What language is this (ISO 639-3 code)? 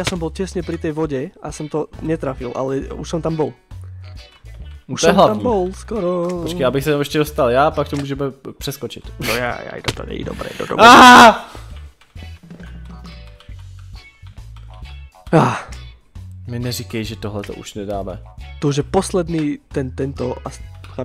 ces